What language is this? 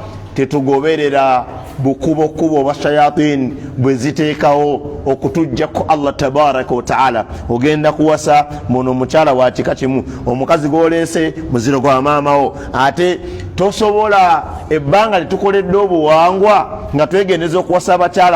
Ganda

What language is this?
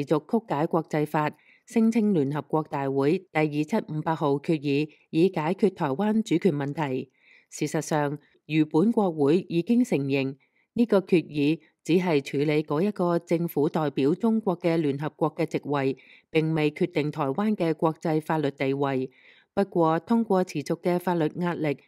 Cantonese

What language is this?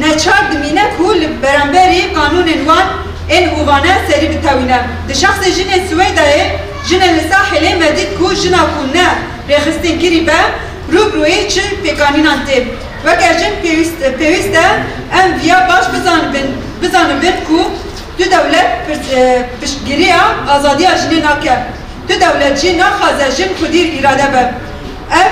Kurdish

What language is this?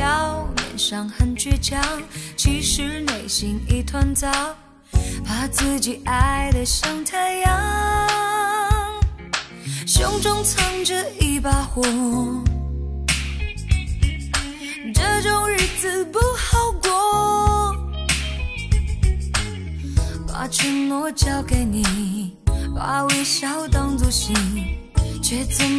Chinese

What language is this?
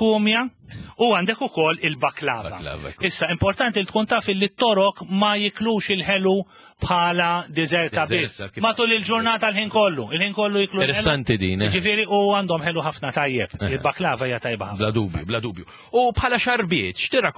Maltese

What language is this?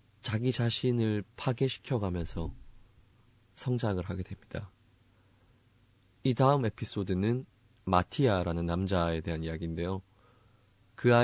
Korean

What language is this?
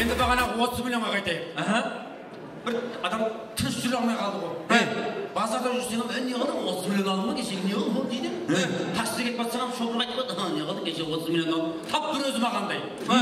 Kara-Kalpak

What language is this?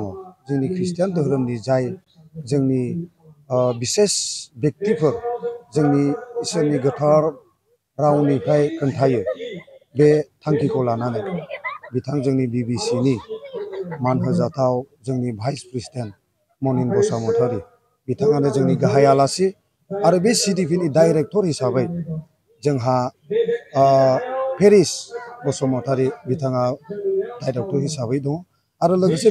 Bodo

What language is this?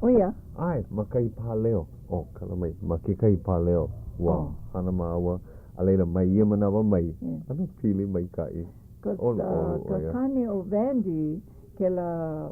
Hawaiian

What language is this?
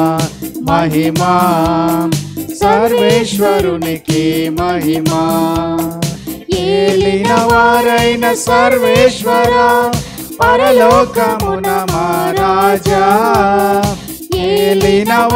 Telugu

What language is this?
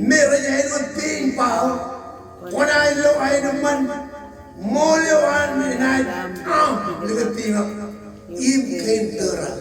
Marshallese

